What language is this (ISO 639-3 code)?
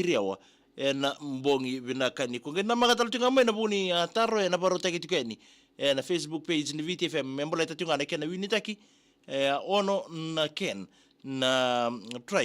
fij